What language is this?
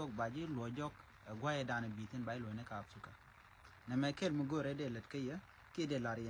Nuer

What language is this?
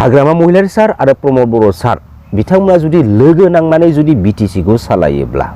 Bodo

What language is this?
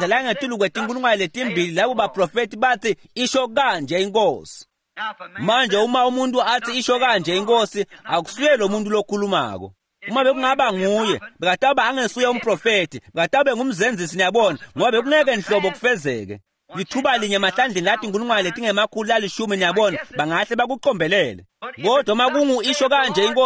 Swati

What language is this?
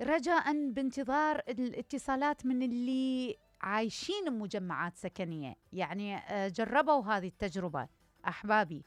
Mesopotamian Arabic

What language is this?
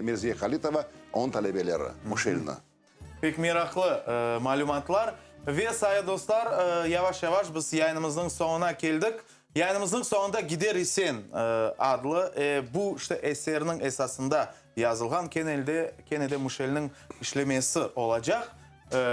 Crimean Tatar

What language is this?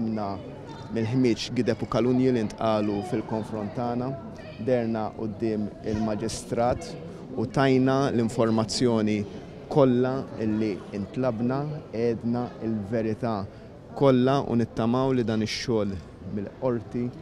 Maltese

